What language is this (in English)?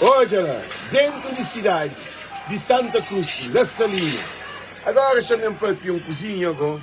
Kabuverdianu